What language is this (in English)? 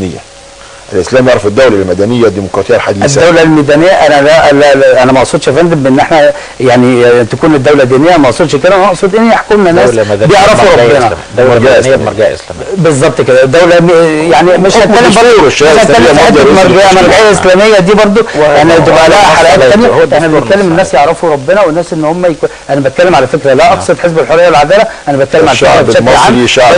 Egyptian Arabic